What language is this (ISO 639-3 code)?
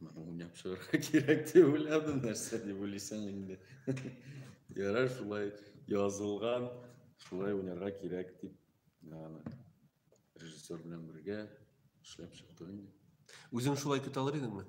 tat